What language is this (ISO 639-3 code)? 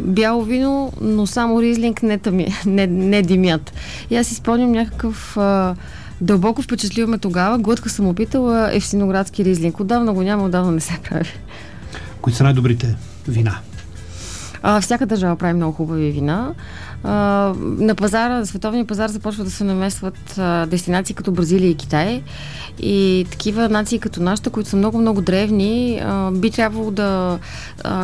bul